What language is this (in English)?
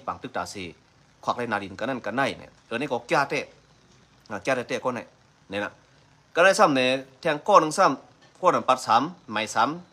Shan